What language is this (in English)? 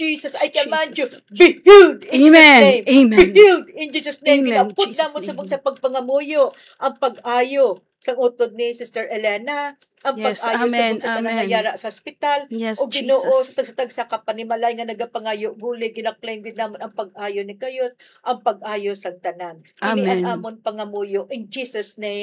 Hiligaynon